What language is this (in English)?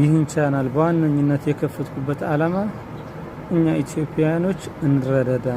Amharic